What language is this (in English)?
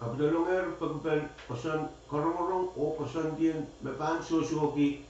Pohnpeian